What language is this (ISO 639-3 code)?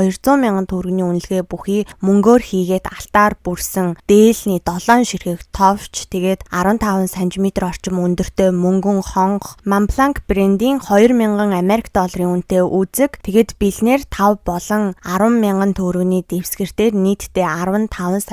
mon